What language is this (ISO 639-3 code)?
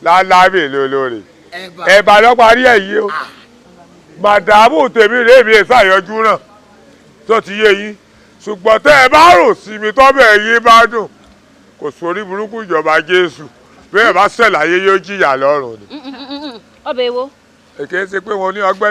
yor